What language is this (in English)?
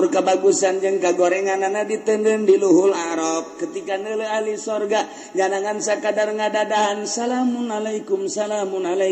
Sundanese